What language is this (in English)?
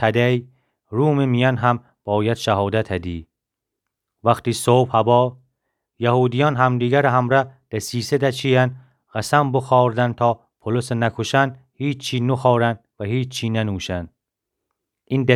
Gilaki